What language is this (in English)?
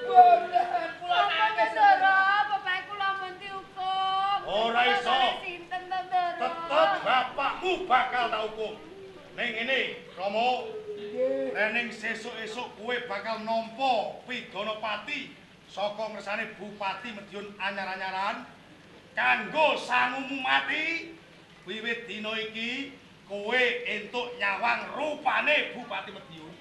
Javanese